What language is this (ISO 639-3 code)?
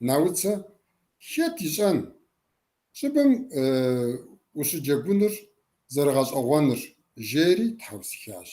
kbd